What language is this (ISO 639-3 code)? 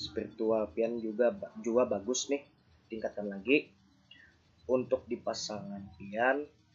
bjn